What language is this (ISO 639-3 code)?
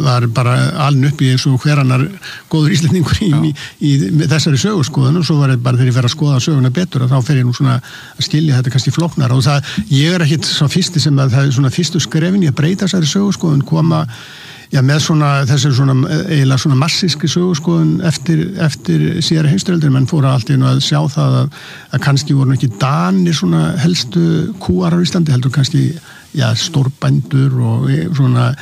isl